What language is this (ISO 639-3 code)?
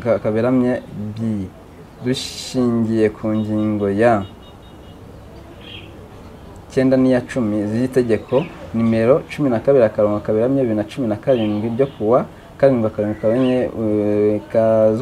kin